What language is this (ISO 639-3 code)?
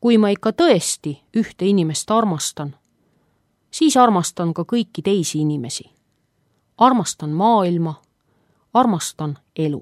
est